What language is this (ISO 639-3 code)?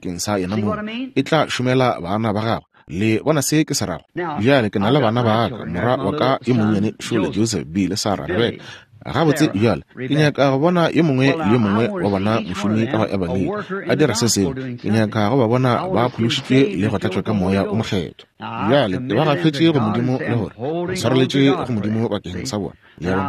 nso